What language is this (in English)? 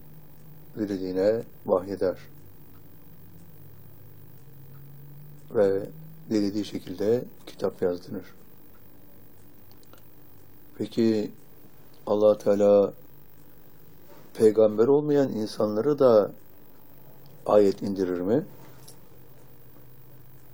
Turkish